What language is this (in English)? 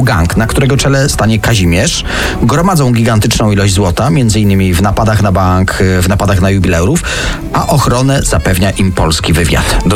Polish